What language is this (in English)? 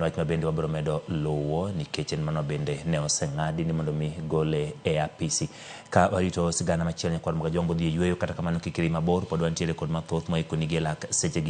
Luo (Kenya and Tanzania)